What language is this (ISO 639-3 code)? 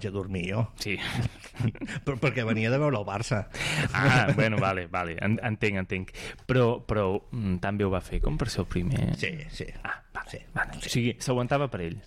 cat